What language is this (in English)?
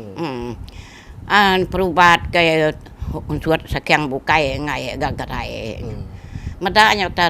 Iban